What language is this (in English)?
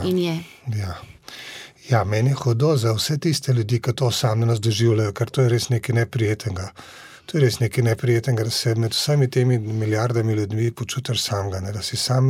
Slovenian